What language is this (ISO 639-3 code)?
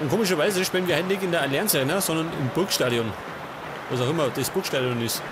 bar